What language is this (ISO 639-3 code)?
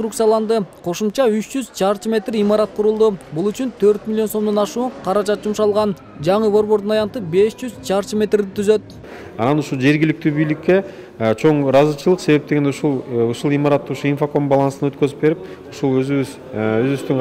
kir